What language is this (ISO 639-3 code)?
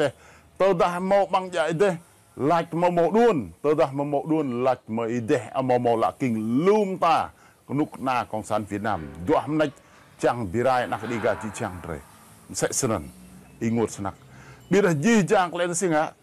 rad